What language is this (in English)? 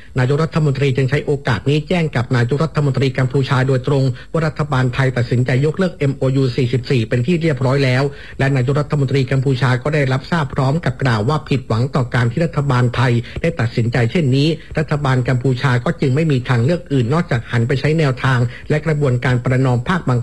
Thai